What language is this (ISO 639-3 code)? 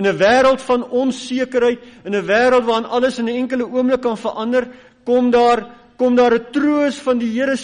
afr